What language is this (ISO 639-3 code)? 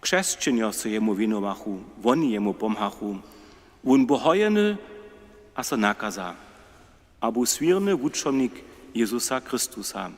hsb